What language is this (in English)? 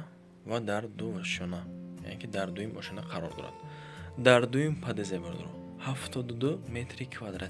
Tajik